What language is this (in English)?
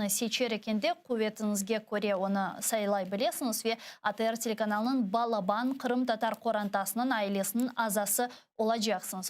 Crimean Tatar